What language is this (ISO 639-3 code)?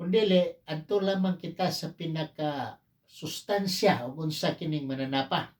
ceb